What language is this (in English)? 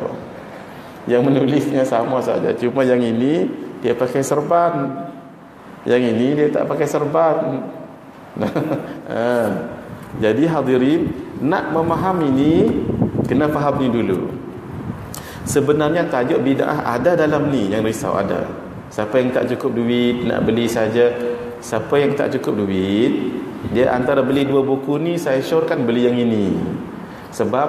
Malay